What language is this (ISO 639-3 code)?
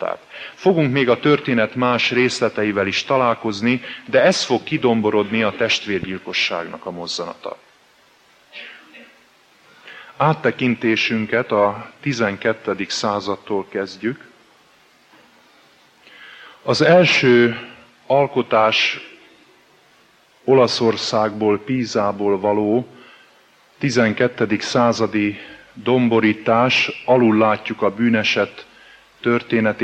hun